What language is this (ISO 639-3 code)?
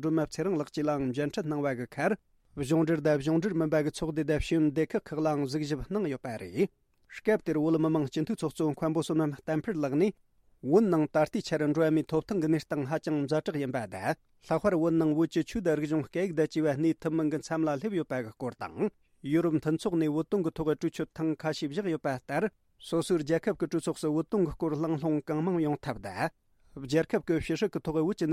bod